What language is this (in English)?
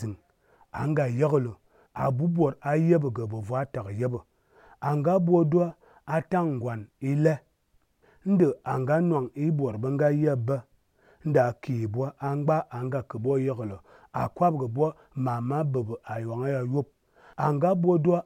Azerbaijani